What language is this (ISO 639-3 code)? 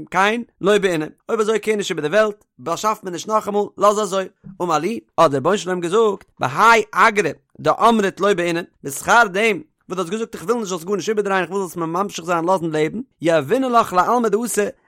yid